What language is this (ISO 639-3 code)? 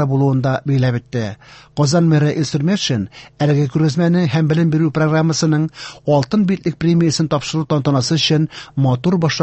tat